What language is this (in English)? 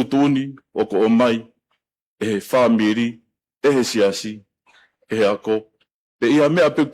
Tongan